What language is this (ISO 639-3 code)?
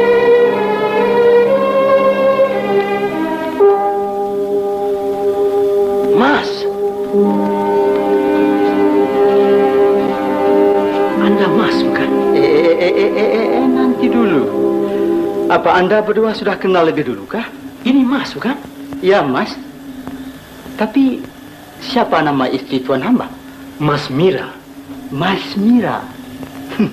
msa